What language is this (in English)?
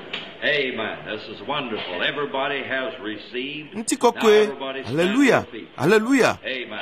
Ewe